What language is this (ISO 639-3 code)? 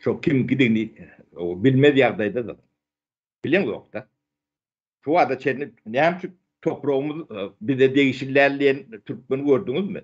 tuk